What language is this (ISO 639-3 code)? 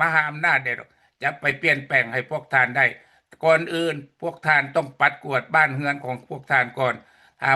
lao